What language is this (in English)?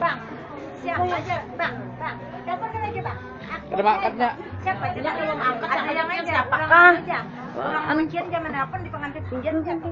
Banjar